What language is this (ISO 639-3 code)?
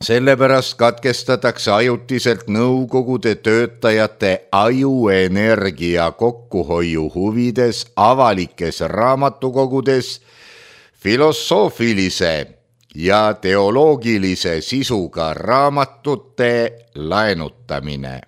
est